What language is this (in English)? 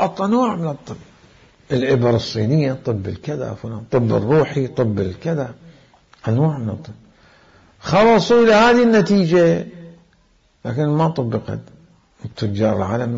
Mesopotamian Arabic